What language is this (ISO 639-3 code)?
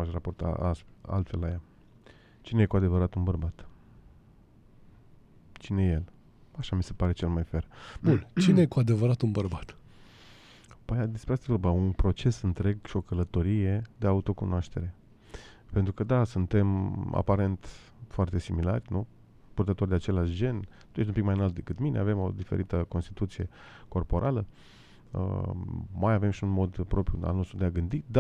ron